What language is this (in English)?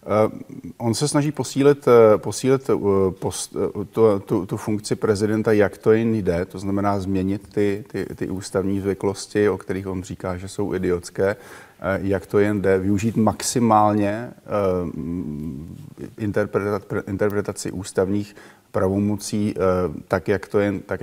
Czech